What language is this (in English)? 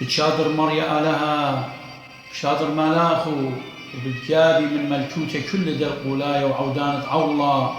Assyrian Neo-Aramaic